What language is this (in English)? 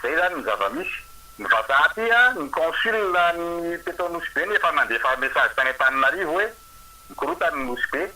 Malagasy